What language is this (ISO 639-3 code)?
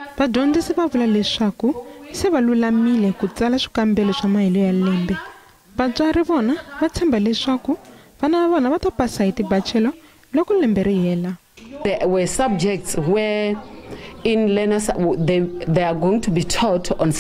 tso